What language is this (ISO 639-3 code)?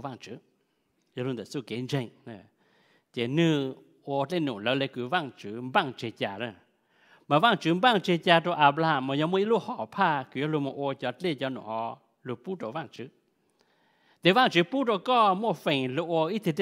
vie